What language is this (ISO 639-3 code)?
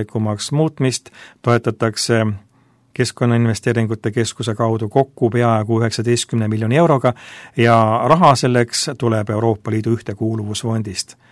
est